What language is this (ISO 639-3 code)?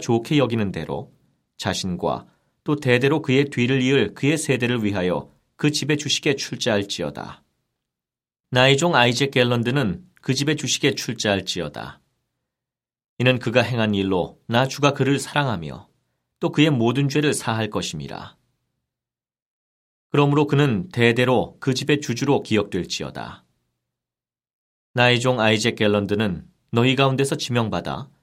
kor